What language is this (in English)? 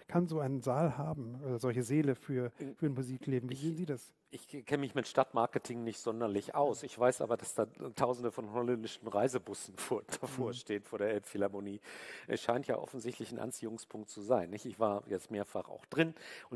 German